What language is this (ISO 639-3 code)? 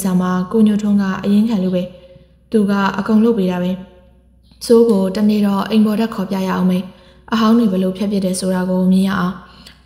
mya